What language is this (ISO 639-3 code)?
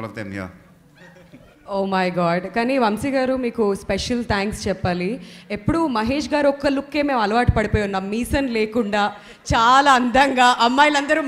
tel